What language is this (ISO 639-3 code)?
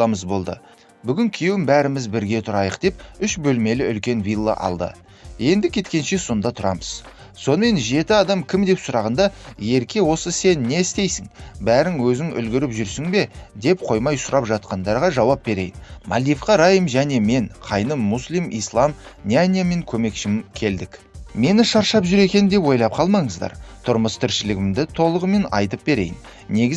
kaz